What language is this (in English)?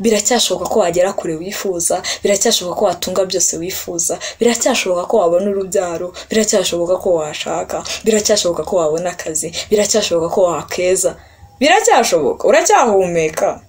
Kinyarwanda